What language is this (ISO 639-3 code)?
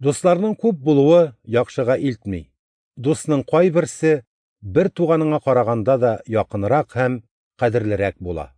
tat